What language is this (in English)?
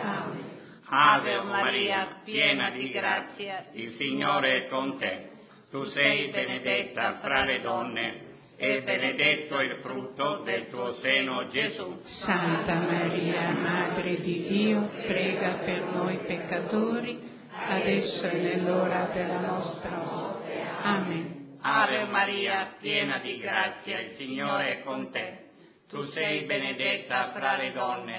Italian